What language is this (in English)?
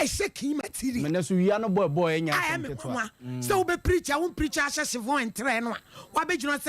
Akan